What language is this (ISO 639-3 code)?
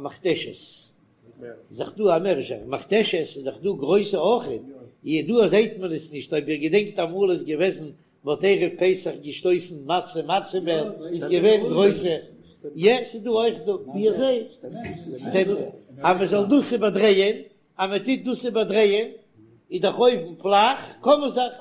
yid